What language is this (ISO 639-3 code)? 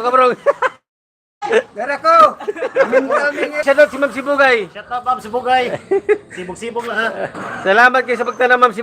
ceb